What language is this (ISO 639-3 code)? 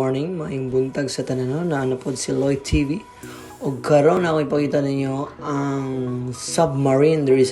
ceb